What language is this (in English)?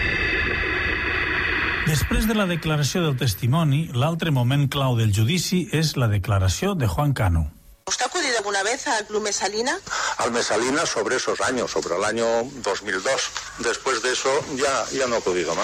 Catalan